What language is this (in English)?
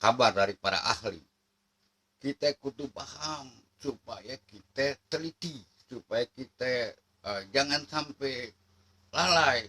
Betawi